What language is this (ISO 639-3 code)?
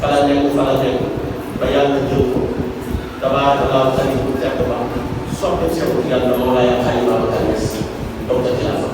wol